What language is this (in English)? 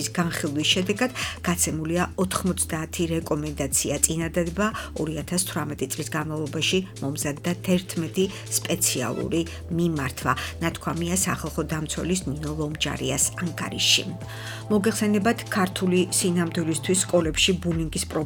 Georgian